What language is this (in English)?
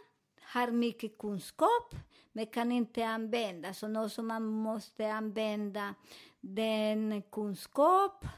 Swedish